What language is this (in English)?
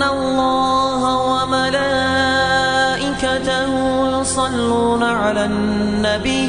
Ingush